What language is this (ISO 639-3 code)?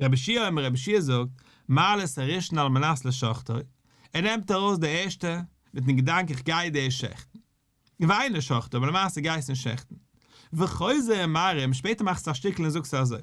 yid